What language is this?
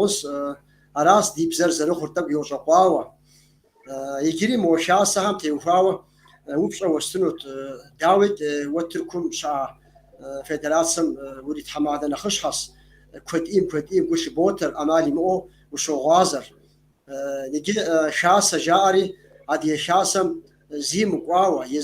Kabardian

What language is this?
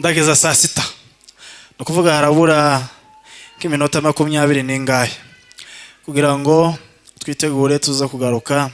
Kinyarwanda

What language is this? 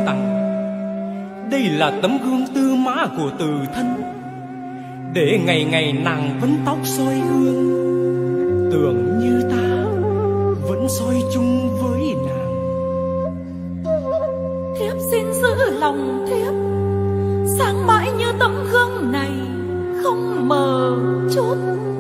Vietnamese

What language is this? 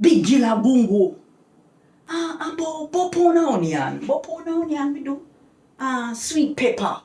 Jamaican Creole English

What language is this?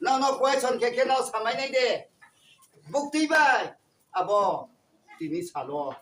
Riang (India)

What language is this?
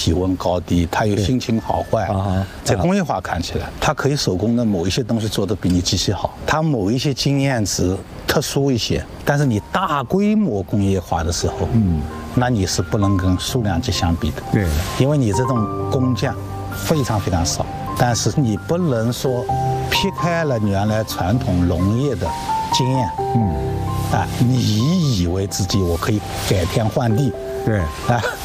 Chinese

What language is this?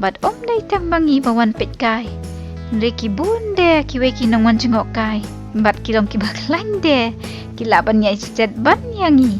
Khasi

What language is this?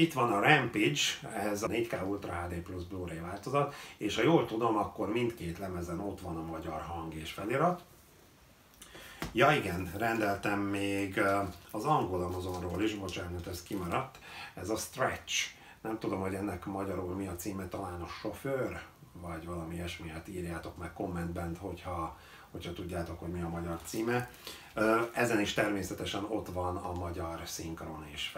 Hungarian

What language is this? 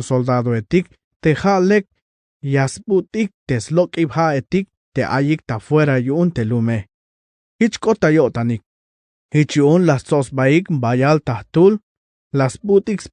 Tzeltal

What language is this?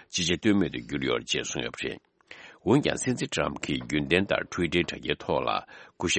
Tibetan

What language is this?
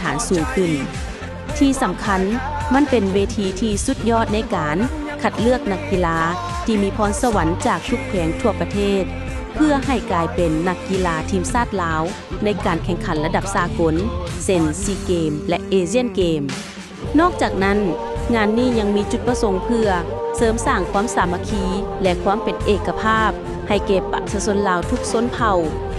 Lao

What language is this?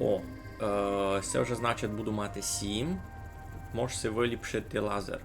Rusyn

